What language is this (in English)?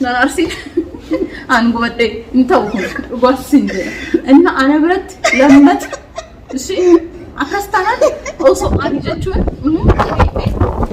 Oromo